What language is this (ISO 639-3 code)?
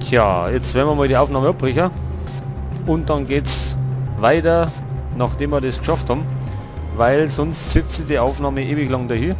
bar